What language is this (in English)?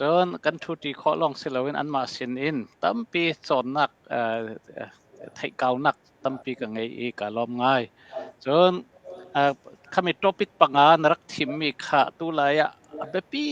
Hakha Chin